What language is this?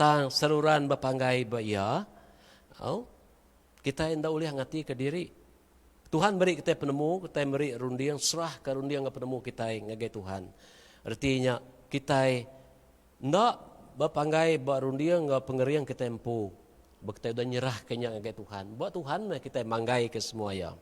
Iban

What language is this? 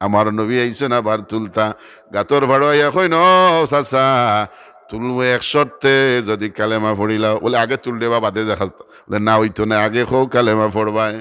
Sylheti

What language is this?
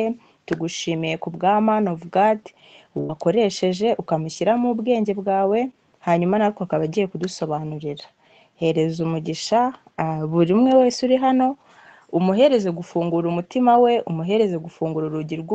Kinyarwanda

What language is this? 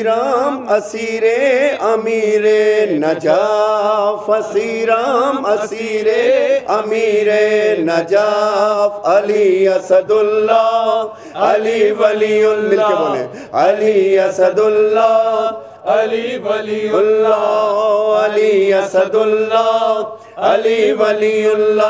Urdu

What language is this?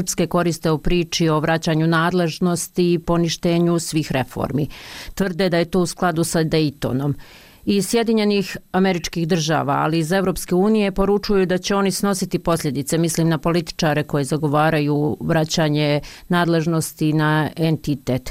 Bosnian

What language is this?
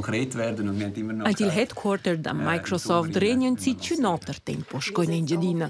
Romansh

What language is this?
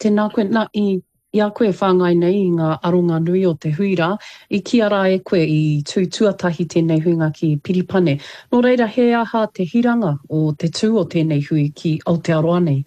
Māori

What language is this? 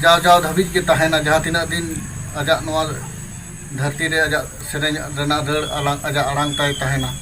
Santali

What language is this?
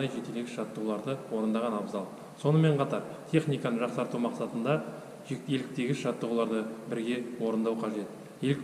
Kazakh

